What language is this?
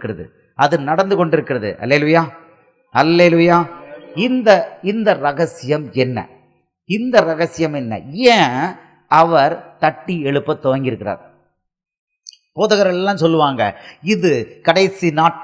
Tamil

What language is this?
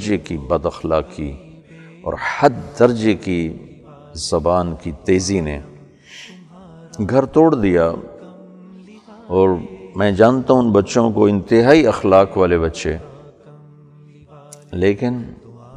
Urdu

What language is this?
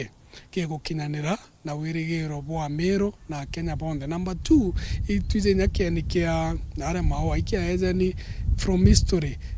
Meru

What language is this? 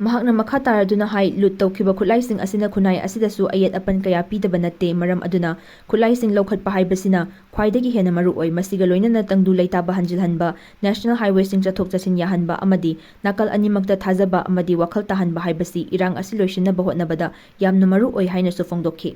Manipuri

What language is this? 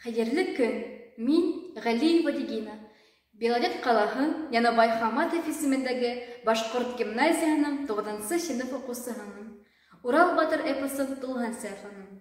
Bashkir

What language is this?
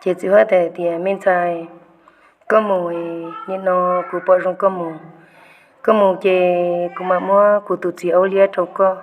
Hmong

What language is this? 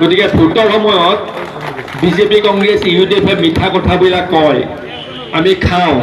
Assamese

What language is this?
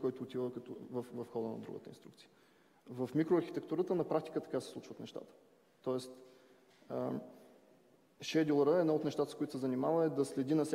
Bulgarian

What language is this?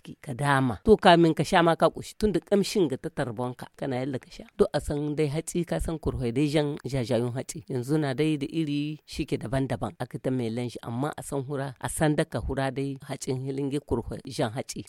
Hausa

